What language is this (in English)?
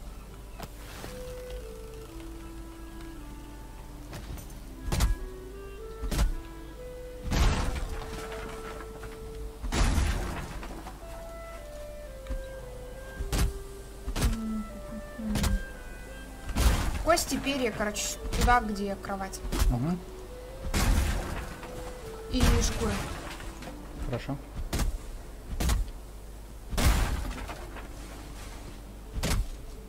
Russian